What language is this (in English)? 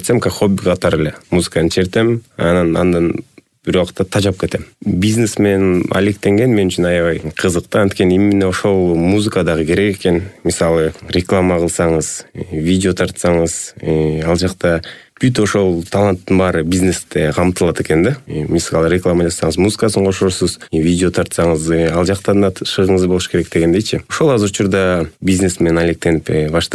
Kyrgyz